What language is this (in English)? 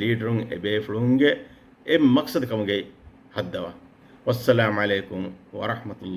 Divehi